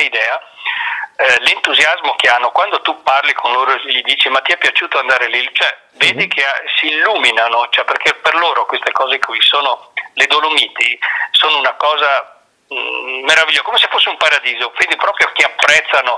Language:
Italian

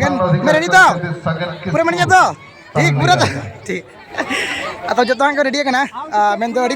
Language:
Santali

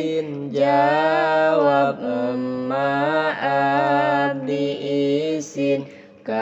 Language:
Sundanese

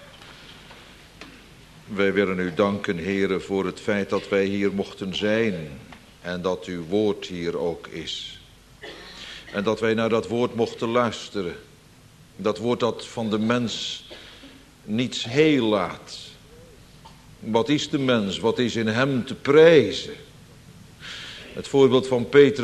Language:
Dutch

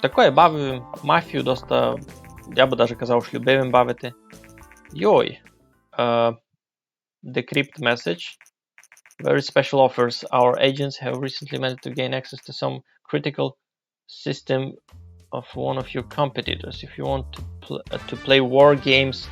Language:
Rusyn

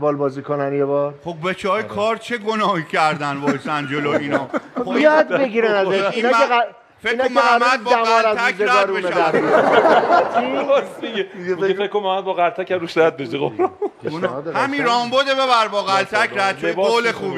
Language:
Persian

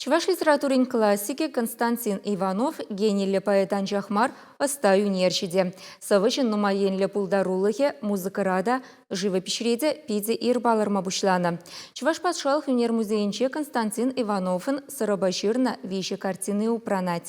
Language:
Chuvash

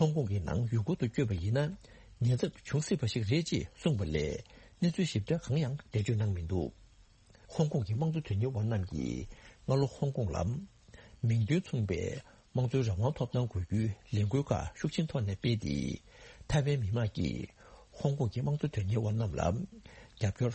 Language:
Tibetan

